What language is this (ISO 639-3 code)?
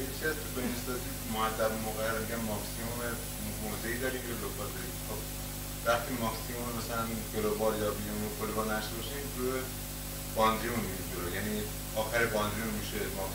fas